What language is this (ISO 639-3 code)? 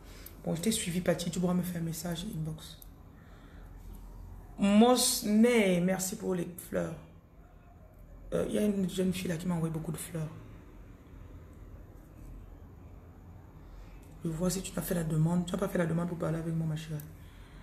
fra